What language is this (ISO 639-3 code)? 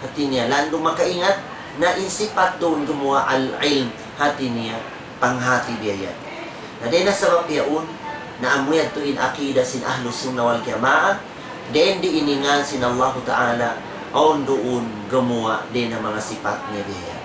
tsg